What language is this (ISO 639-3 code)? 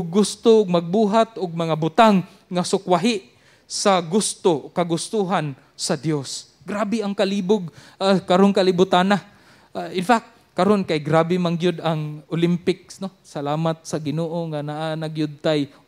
ceb